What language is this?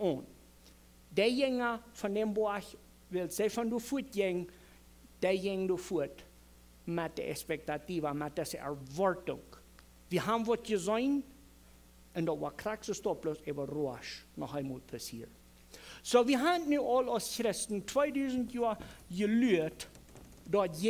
Plautdietsch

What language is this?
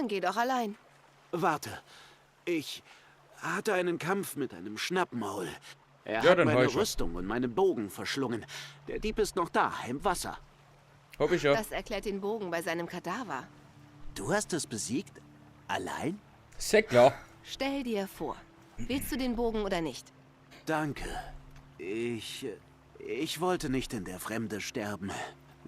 Bavarian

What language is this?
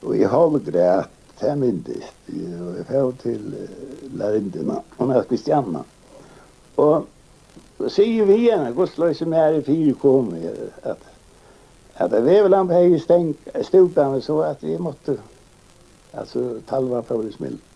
Faroese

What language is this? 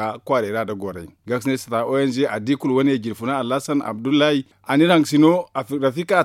Zarma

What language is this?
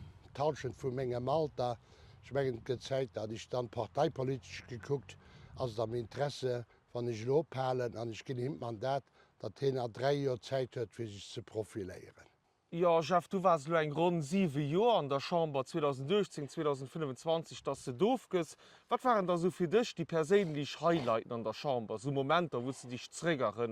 Luxembourgish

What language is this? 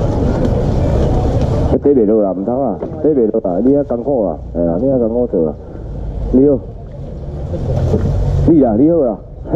Min Nan Chinese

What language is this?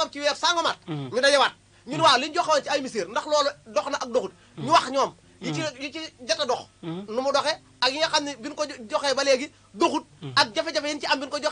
Wolof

